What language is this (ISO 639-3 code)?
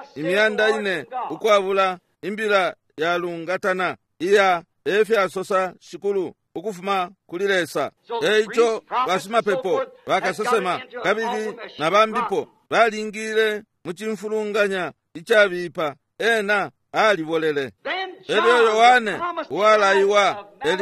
bem